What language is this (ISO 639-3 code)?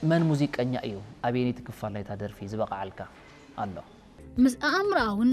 tir